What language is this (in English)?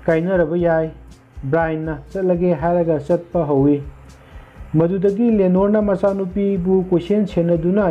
Manipuri